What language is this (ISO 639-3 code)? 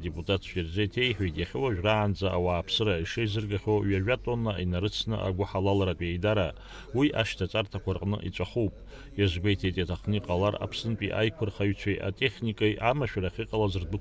abk